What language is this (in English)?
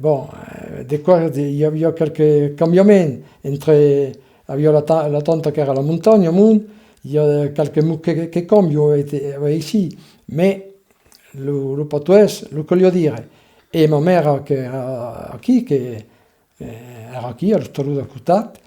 Occitan